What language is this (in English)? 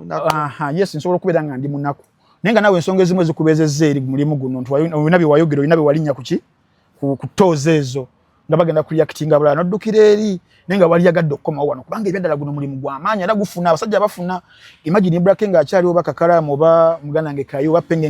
Ganda